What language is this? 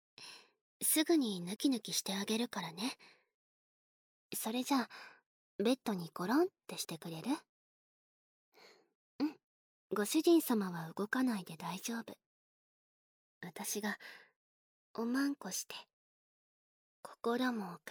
Japanese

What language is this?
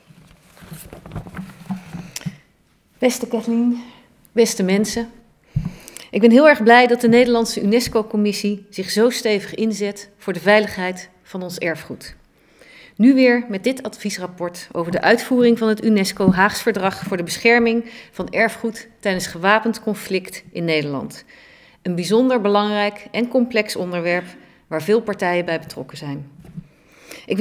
Dutch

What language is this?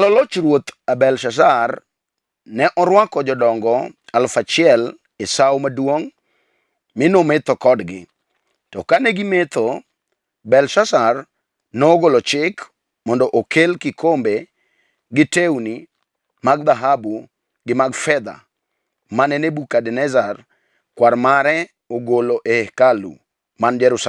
Luo (Kenya and Tanzania)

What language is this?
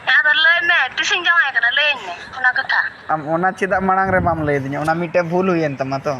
Santali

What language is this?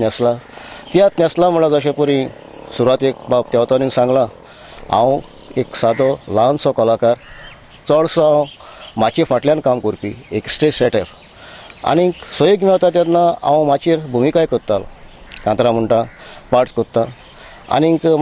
Konkani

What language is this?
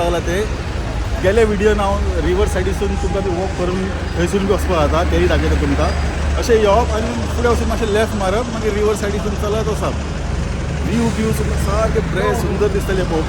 Konkani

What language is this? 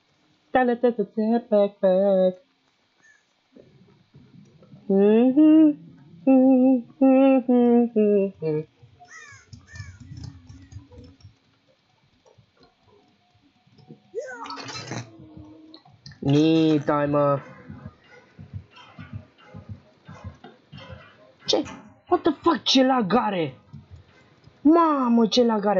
Romanian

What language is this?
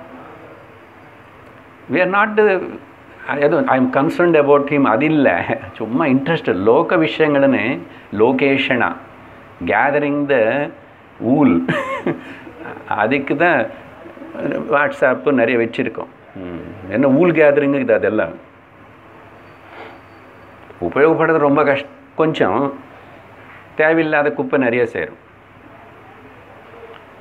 Tamil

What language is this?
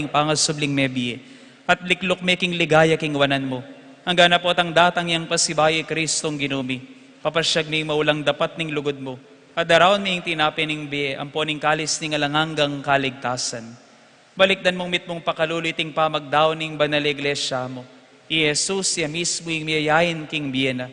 Pampanga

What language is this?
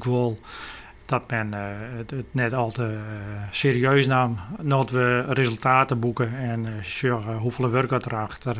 Western Frisian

